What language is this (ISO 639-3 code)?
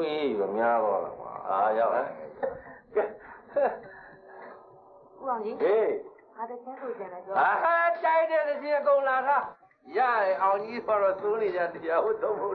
mya